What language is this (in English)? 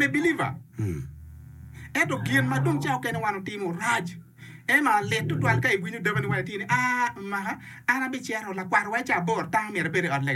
Acoli